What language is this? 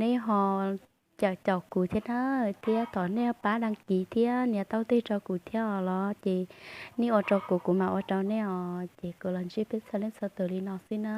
Hmong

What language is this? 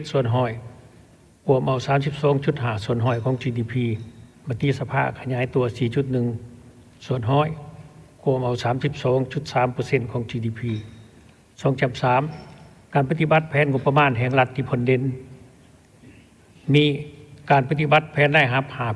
Lao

